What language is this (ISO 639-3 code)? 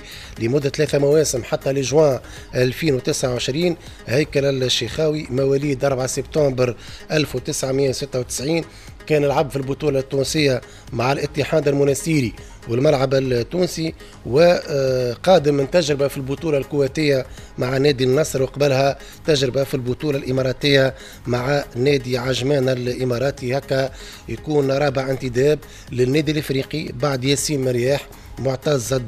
aeb